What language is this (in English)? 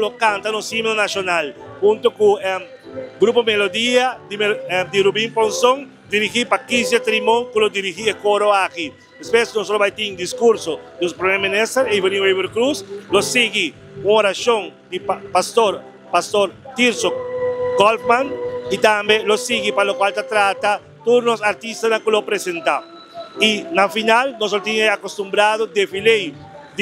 Papiamento